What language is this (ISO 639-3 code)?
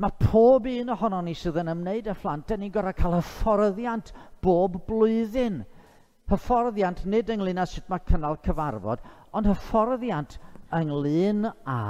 cym